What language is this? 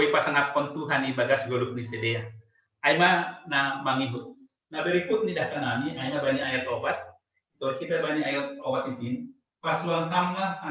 Batak Simalungun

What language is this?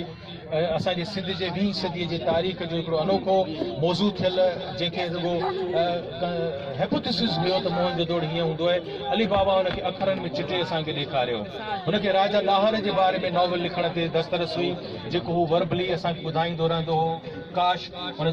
Sindhi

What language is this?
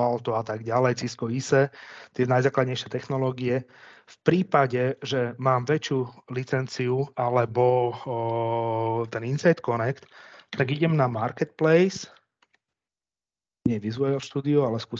Slovak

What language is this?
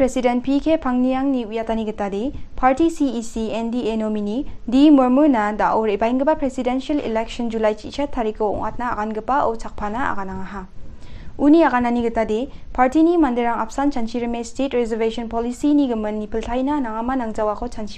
Garo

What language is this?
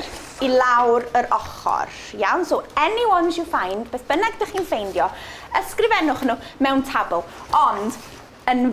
Welsh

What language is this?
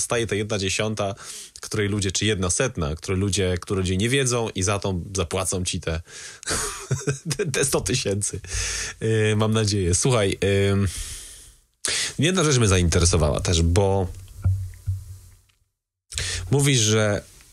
Polish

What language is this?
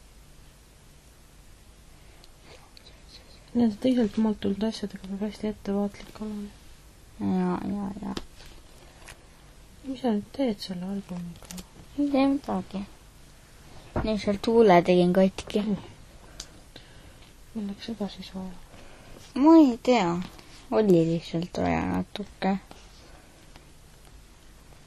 Estonian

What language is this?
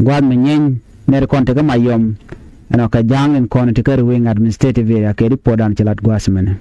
Nuer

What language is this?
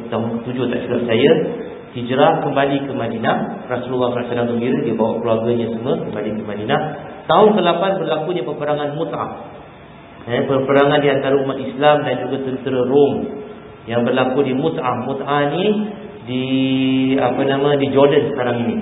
Malay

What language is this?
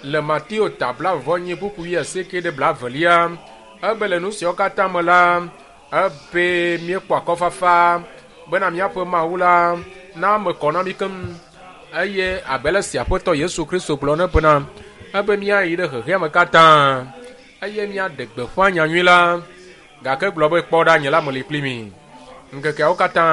Ewe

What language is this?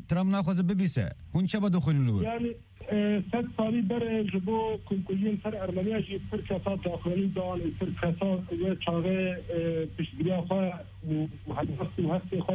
Kurdish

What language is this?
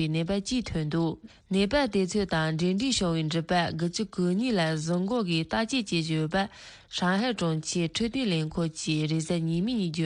Tibetan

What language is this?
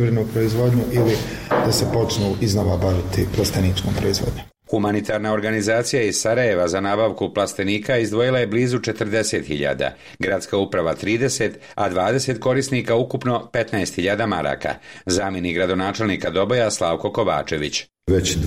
Bosnian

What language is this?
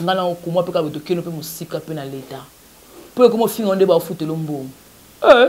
Lingala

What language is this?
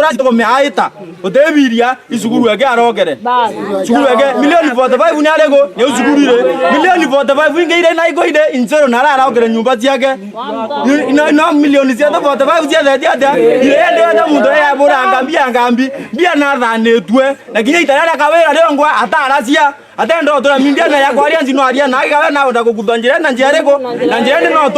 Meru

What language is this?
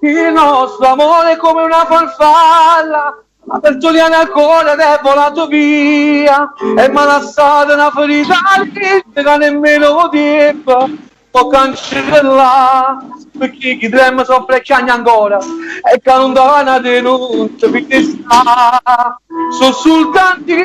Neapolitan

